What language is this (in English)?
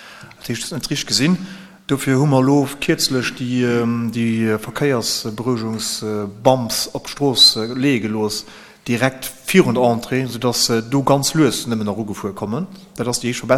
Luxembourgish